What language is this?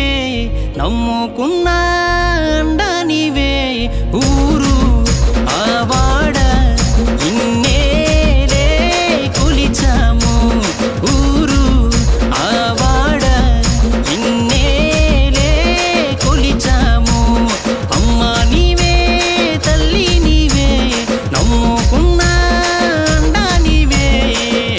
Telugu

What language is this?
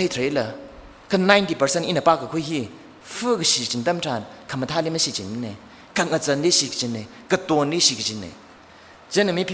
Tangkhul Naga (India)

